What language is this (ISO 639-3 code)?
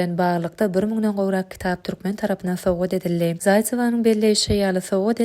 tuk